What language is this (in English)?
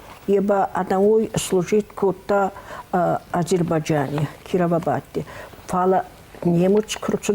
Ossetic